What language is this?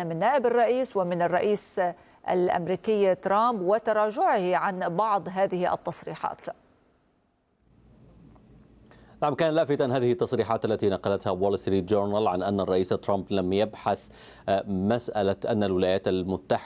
Arabic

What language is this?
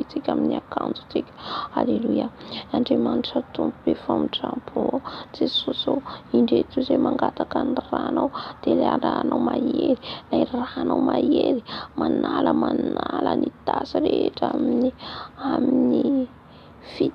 Malagasy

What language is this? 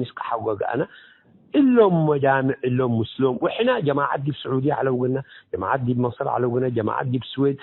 Tigre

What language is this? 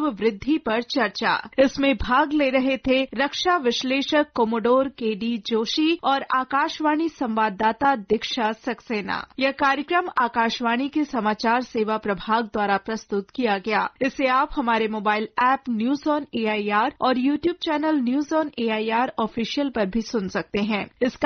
Hindi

